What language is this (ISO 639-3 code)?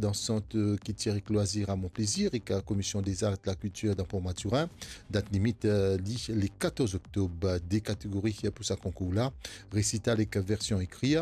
mfe